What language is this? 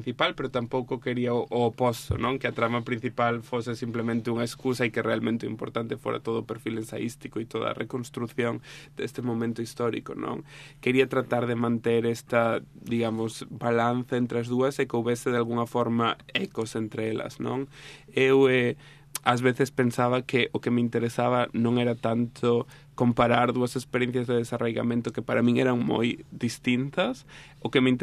Galician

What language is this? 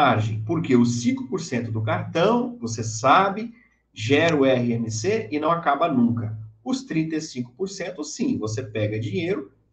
Portuguese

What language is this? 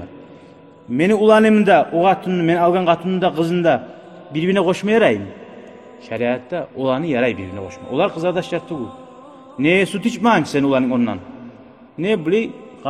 Kumyk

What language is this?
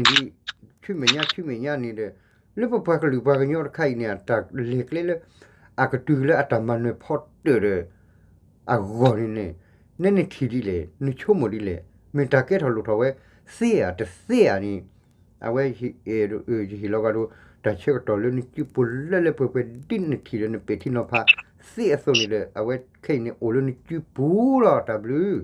S'gaw Karen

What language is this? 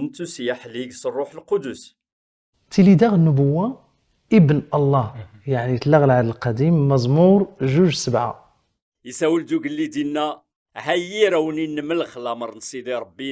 Kabyle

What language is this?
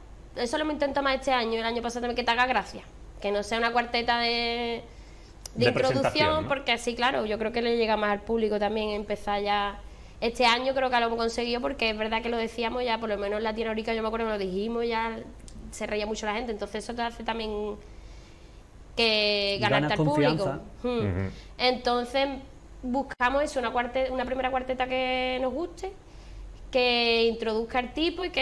Spanish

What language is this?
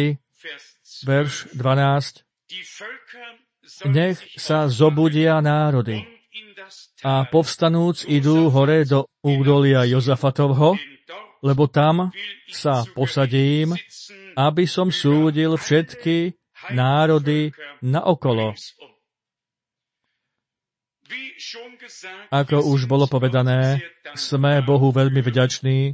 Slovak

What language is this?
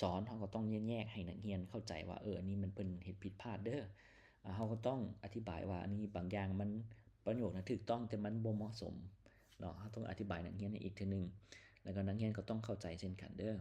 Lao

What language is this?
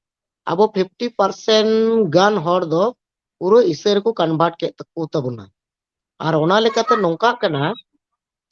Santali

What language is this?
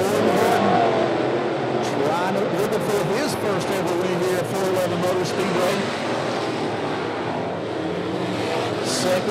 English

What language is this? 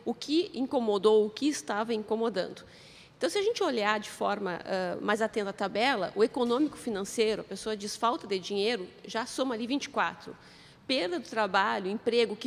Portuguese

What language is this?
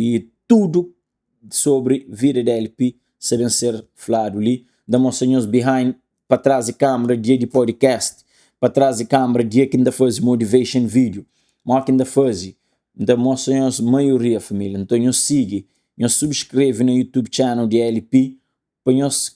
Kabuverdianu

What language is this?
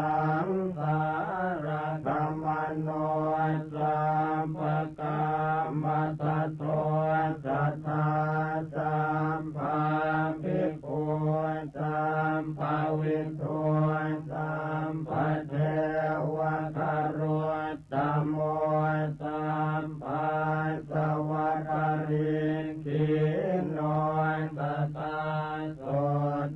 Pali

